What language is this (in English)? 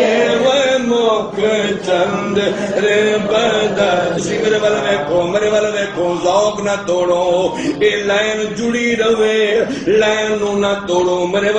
Saraiki